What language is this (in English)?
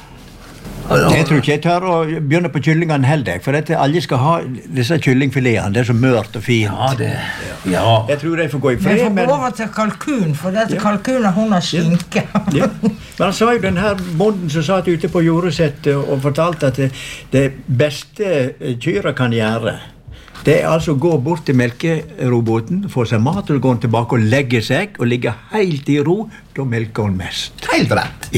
Norwegian